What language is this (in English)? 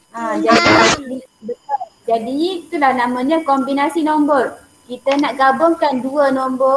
Malay